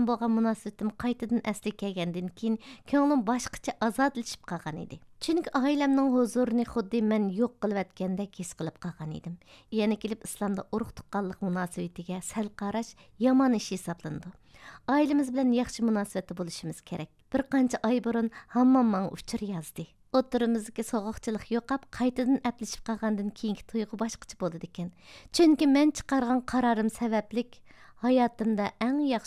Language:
Uyghur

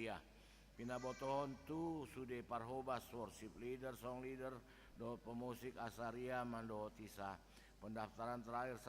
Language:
Batak Toba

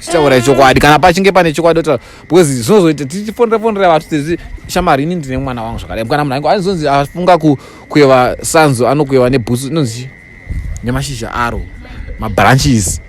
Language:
Shona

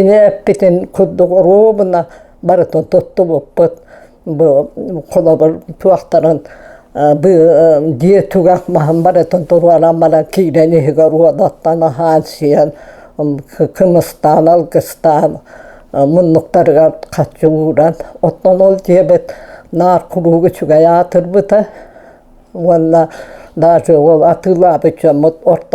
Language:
Yakut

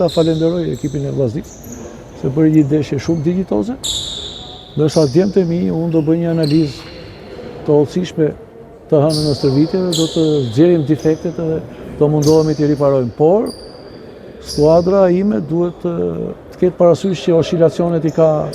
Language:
Albanian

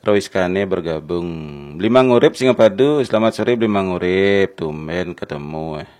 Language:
Balinese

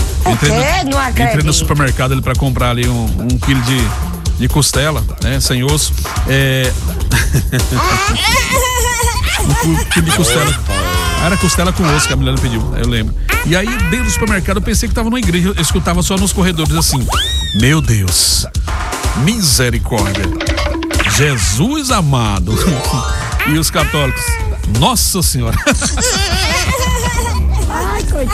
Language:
Portuguese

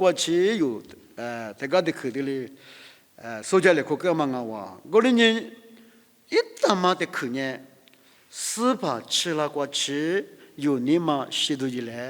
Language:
Lisu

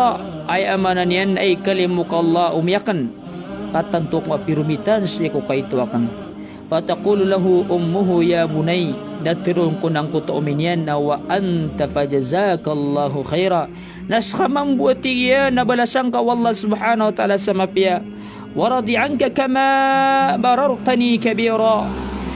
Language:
Maranao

